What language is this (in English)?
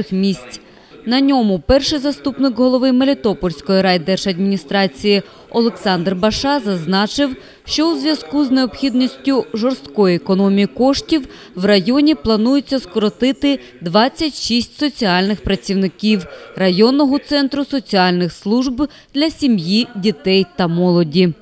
Ukrainian